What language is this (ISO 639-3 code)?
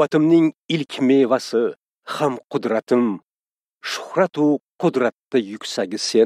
uzb